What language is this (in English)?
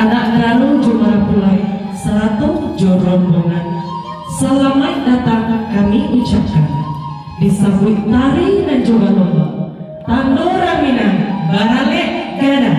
Minangkabau